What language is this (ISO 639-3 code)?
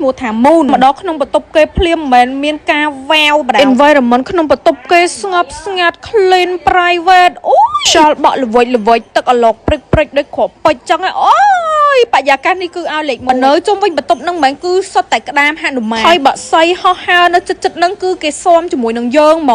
khm